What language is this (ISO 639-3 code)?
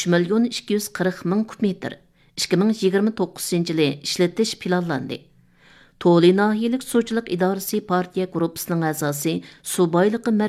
uig